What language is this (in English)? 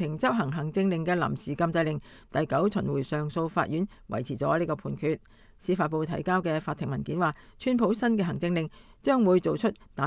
Cantonese